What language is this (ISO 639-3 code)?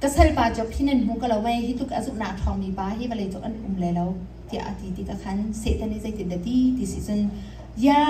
cnh